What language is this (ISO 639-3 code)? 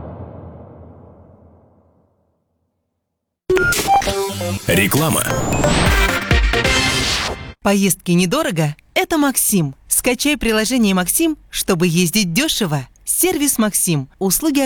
rus